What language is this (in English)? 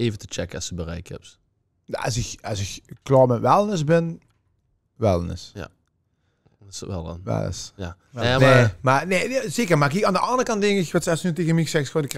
Limburgish